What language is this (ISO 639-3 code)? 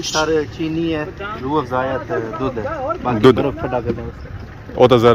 phr